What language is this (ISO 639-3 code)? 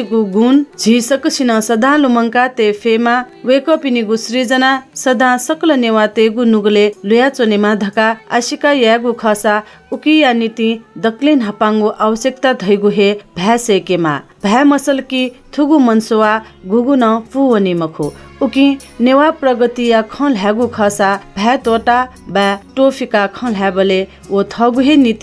new